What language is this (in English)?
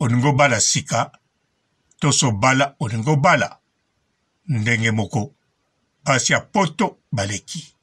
Lingala